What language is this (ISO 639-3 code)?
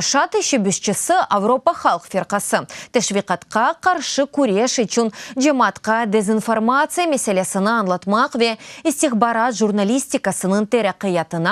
crh